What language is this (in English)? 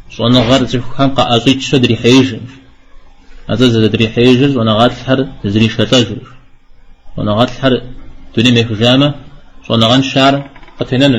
Kabardian